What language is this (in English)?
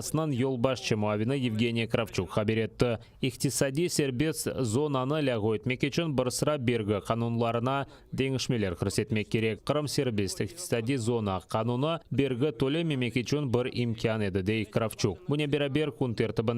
Crimean Tatar